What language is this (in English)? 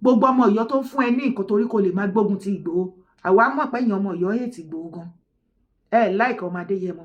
Yoruba